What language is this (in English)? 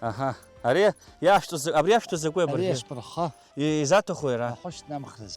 Abkhazian